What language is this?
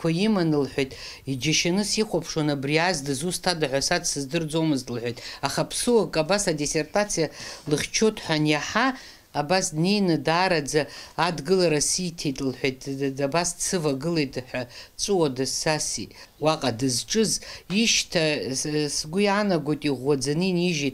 Abkhazian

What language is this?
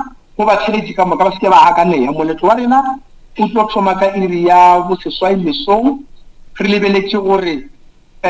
Northern Sotho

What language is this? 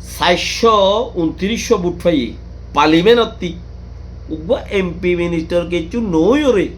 Rohingya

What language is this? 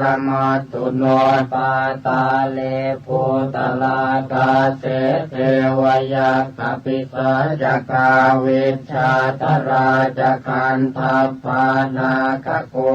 Pali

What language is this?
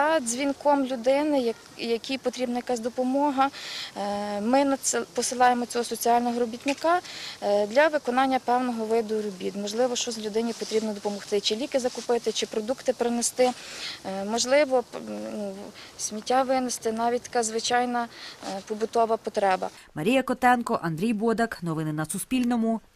Ukrainian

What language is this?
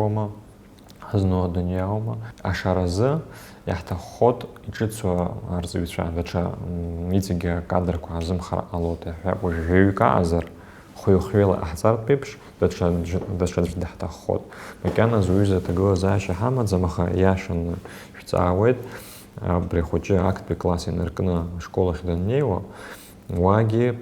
Abkhazian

